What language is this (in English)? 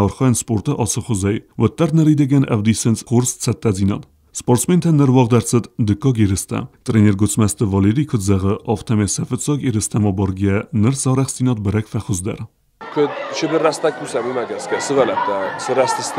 Ossetic